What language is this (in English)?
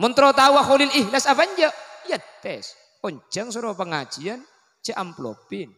Madurese